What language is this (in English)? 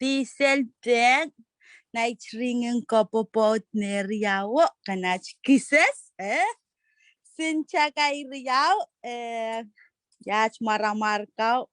Pohnpeian